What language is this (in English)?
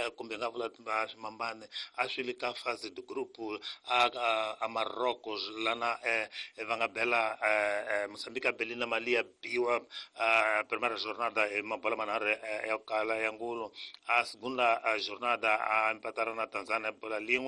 Tsonga